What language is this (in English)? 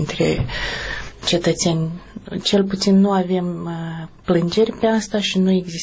Romanian